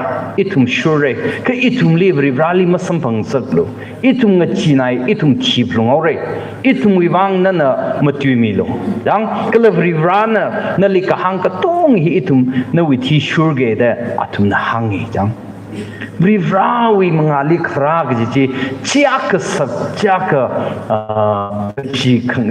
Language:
Tangkhul Naga (India)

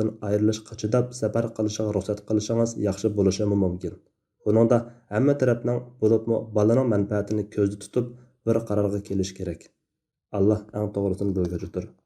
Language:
Uyghur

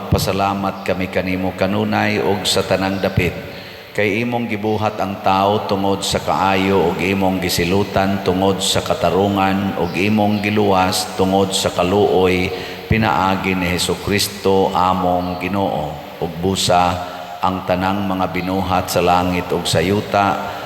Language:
Cebuano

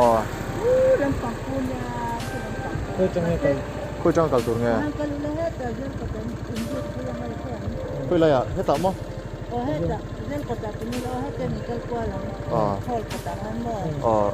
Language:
Mizo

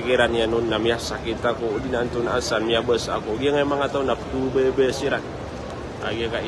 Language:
Maranao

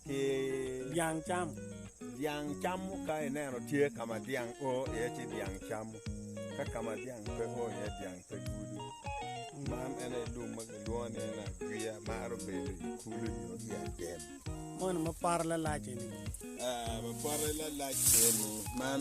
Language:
Acoli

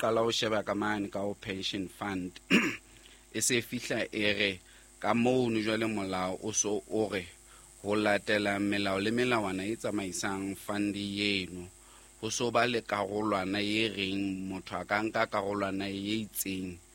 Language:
Southern Sotho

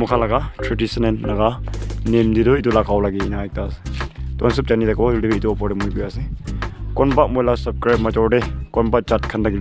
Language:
Naga Pidgin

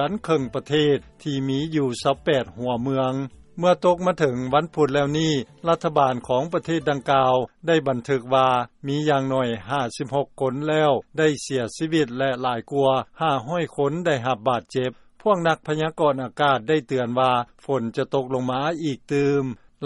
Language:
Lao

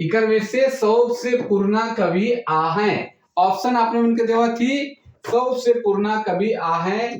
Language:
Sadri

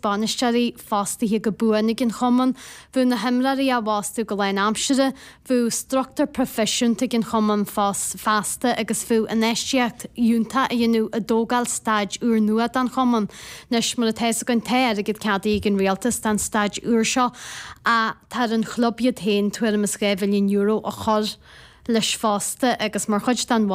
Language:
Irish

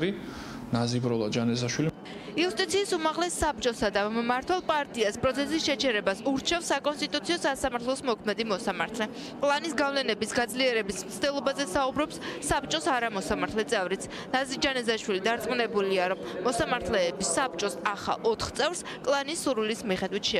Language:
Georgian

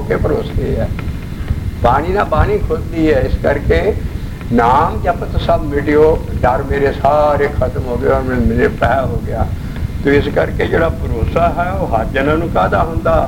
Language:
Punjabi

